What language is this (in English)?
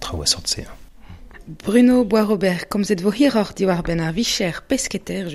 Breton